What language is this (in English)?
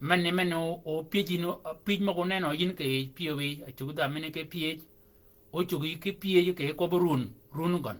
Shilluk